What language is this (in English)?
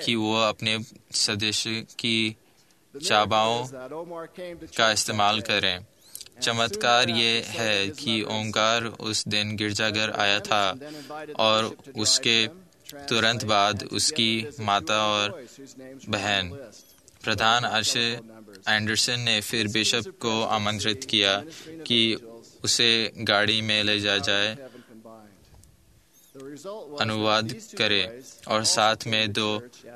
Hindi